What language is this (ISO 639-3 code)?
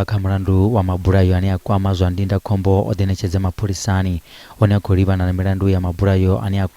ven